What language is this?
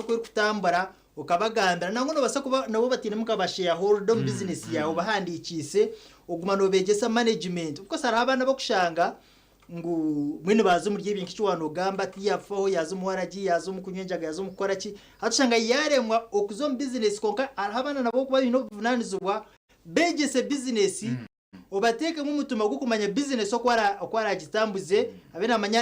Nyankole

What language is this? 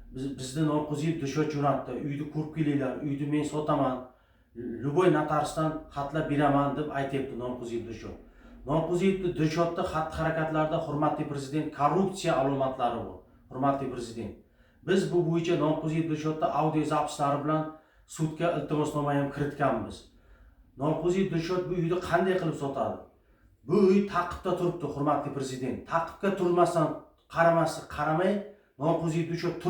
Uzbek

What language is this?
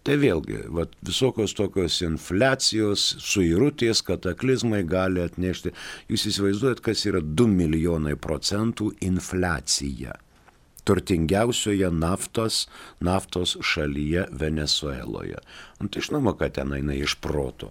Lithuanian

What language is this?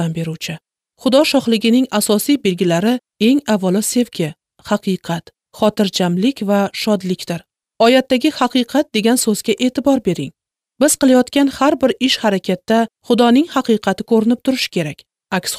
Uzbek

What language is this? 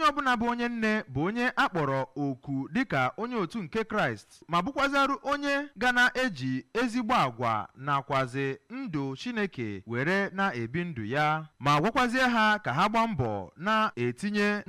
Igbo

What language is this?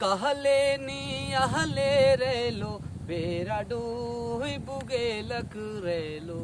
Sadri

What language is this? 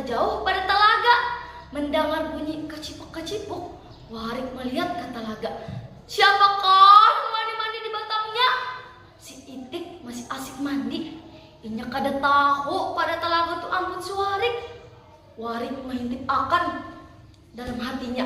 Banjar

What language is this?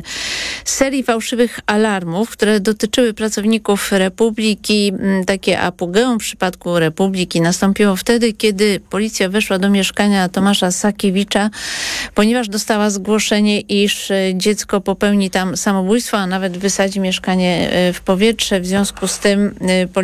Polish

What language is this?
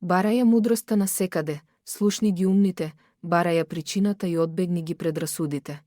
Macedonian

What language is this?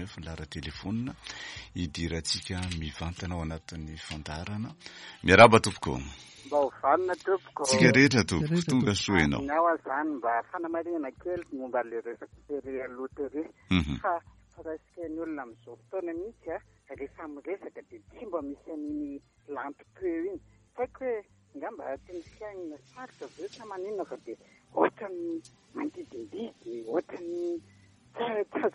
Malagasy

